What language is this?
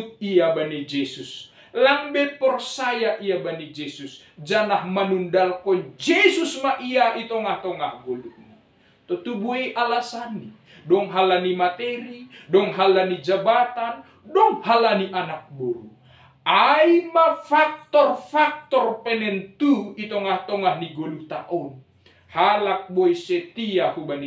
Batak Simalungun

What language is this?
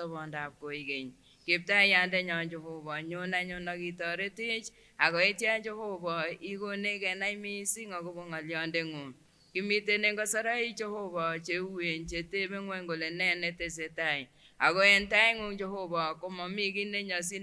Kipsigis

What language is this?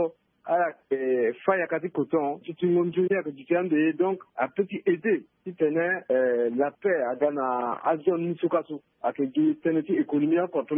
Sango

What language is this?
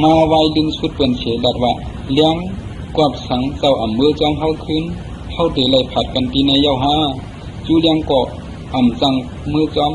Shan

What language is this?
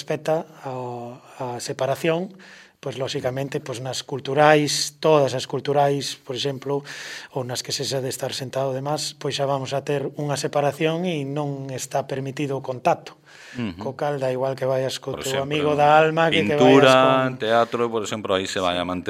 Galician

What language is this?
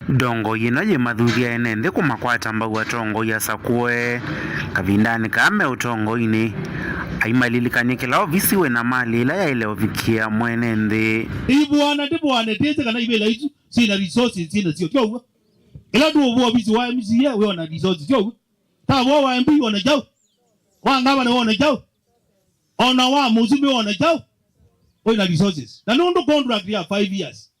Kamba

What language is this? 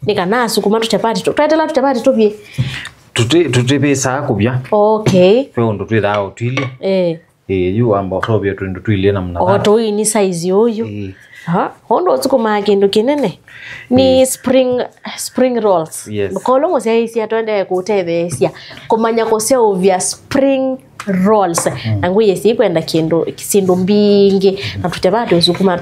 Kamba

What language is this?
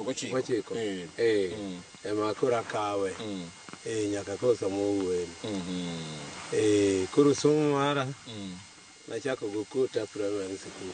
Luo (Kenya and Tanzania)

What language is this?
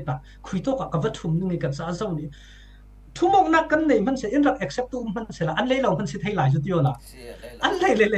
Falam Chin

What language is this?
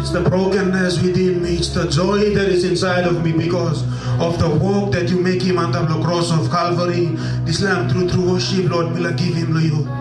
Tok Pisin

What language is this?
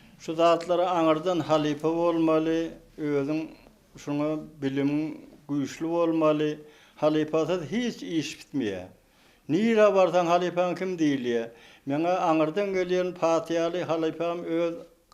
Turkmen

